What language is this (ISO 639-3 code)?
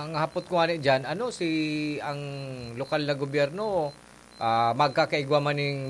bik